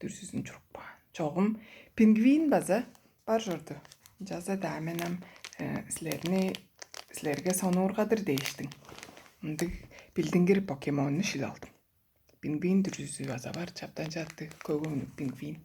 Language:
Tuvinian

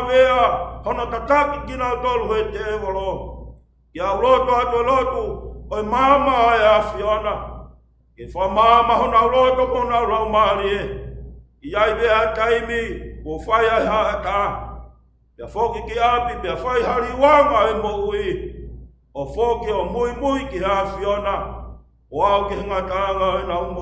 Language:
Tongan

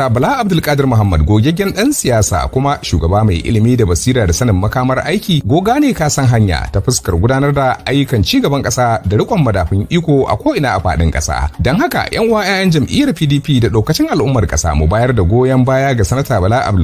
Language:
Hausa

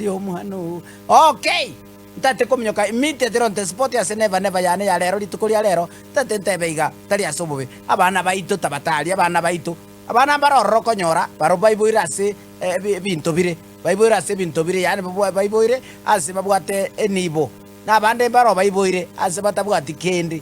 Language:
Gusii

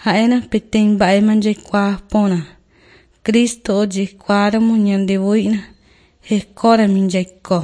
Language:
Guarani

